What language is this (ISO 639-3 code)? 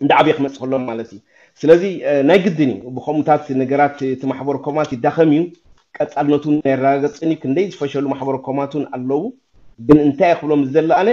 tir